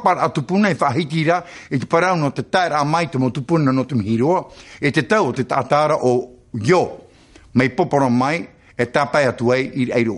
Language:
Tahitian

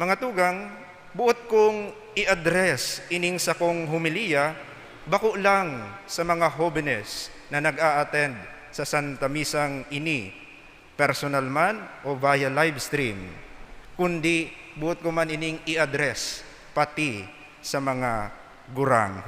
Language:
Bikol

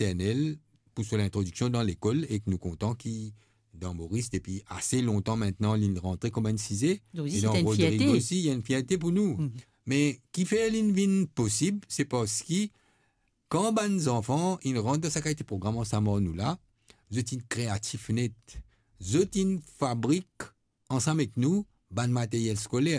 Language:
Morisyen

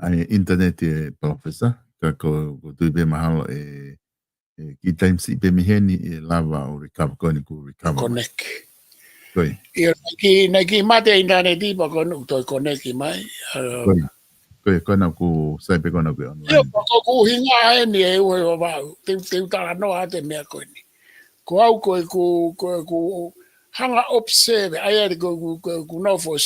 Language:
Tongan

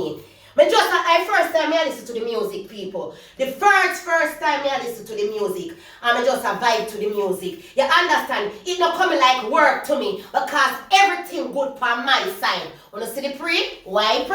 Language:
Jamaican Creole English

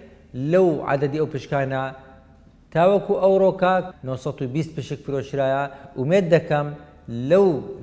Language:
Central Kurdish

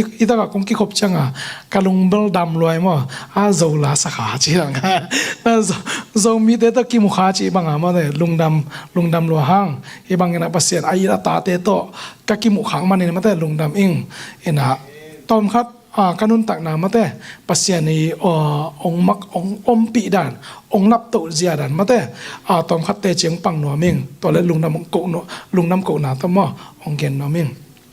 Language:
Tedim Chin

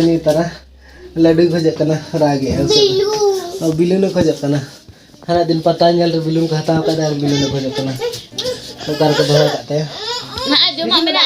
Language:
Santali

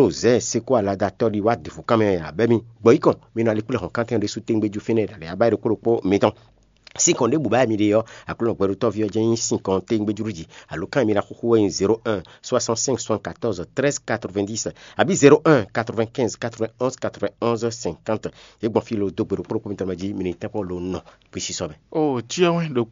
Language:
Fon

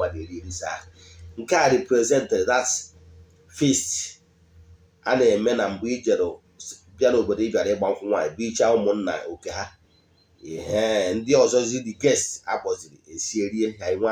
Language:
Igbo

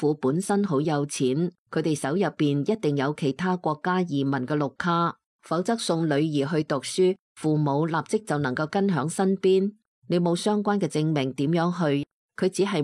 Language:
Cantonese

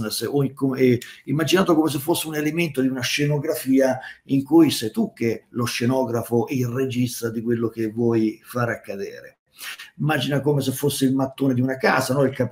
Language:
Italian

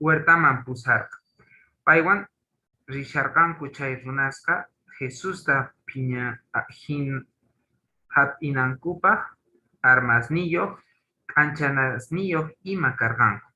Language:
Quechua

